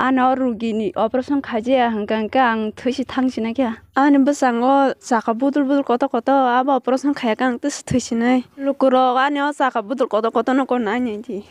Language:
Kok Borok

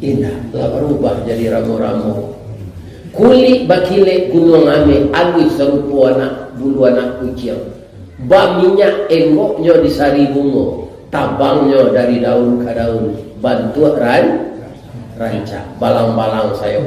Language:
Minangkabau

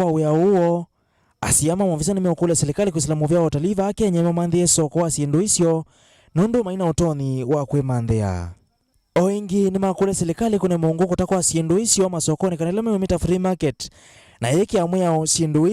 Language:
Kamba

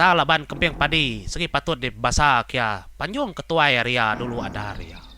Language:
Iban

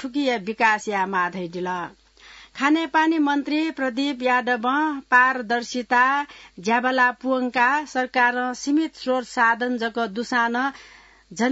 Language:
Newari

